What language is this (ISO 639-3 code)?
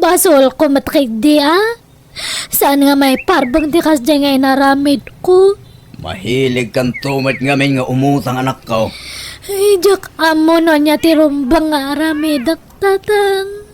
ilo